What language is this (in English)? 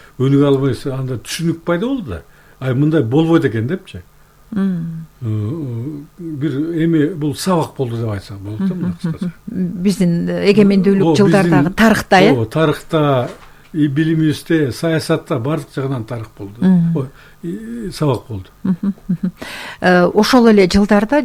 Kyrgyz